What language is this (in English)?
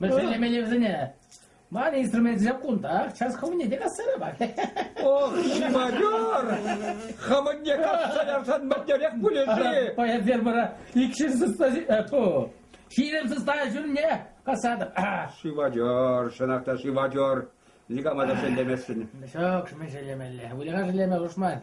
Chuvash